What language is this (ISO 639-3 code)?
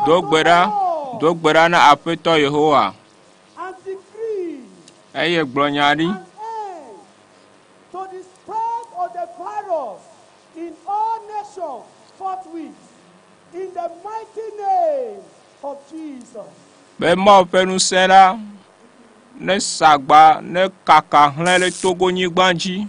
ewe